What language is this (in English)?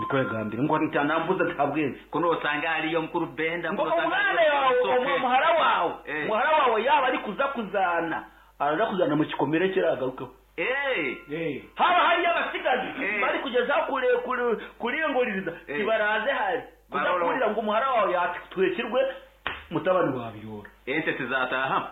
Nyankole